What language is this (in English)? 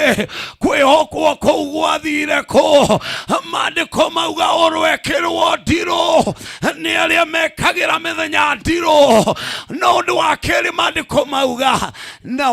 Kikuyu